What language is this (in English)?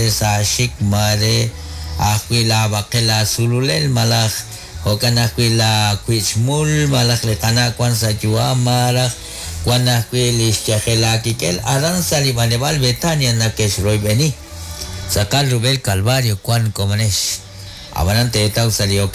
Kekchí